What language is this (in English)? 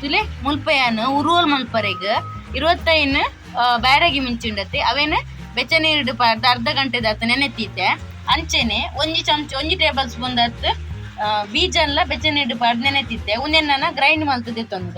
Tulu